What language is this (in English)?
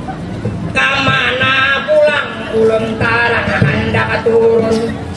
Banjar